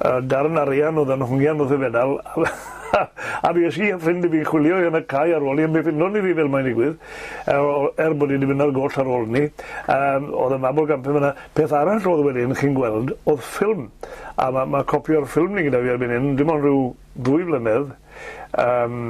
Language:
Welsh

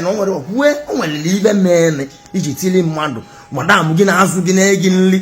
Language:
Igbo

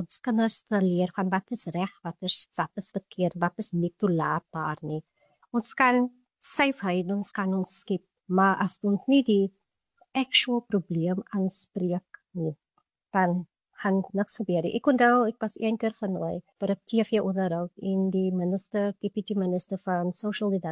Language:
Afrikaans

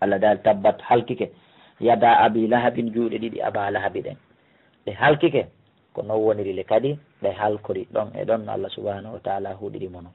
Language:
Fula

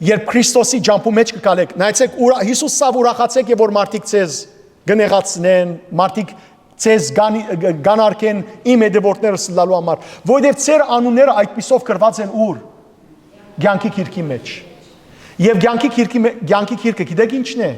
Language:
Western Armenian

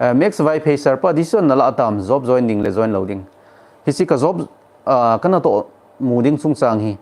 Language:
Thado Chin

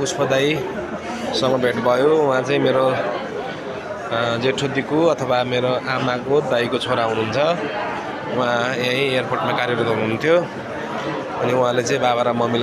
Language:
Nepali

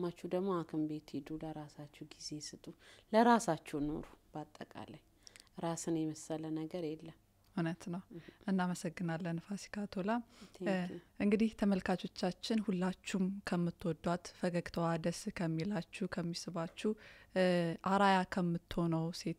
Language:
Amharic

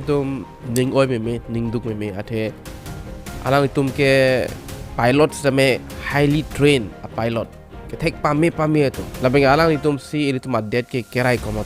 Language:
Karbi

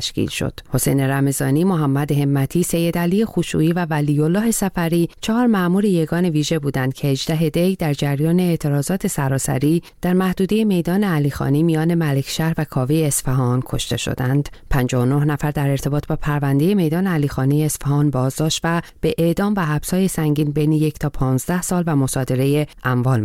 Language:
Persian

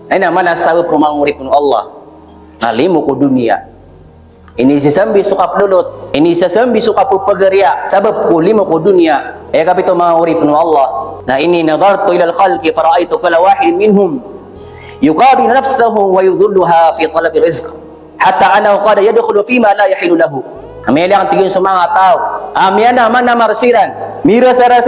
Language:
Maranao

